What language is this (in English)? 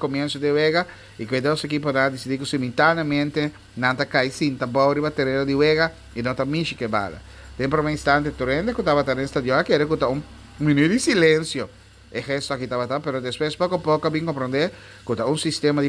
Papiamento